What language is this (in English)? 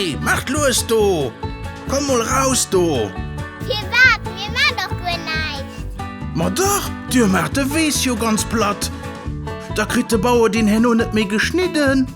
Luxembourgish